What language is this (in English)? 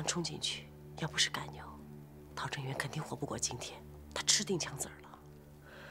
Chinese